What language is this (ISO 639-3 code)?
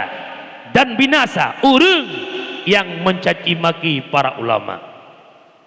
ace